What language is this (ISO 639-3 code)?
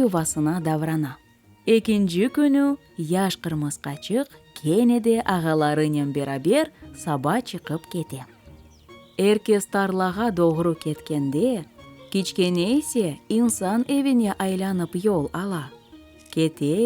crh